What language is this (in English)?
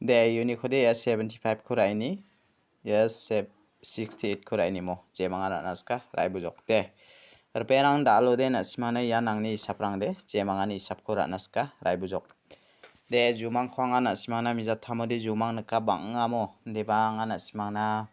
Garo